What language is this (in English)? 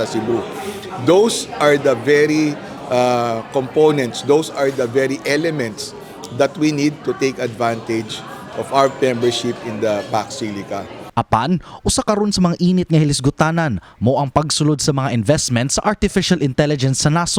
Cebuano